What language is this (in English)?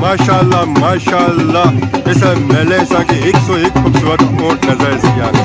Pahari-Potwari